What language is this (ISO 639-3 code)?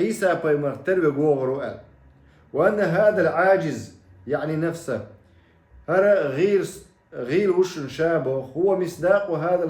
che